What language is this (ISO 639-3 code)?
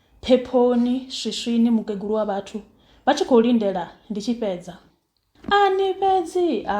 ven